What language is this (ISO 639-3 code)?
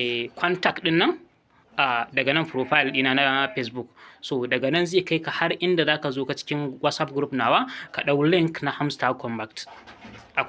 hau